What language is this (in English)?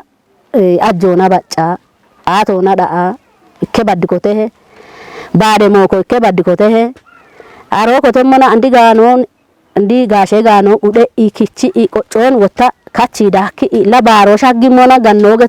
Kafa